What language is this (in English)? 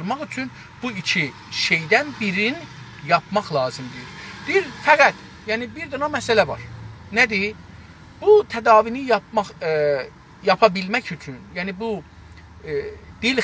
South Azerbaijani